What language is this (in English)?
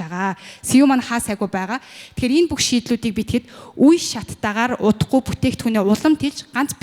Mongolian